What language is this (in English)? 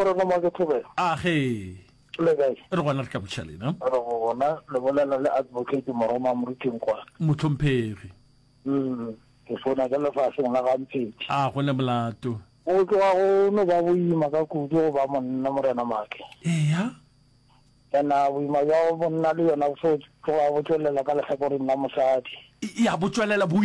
Northern Sotho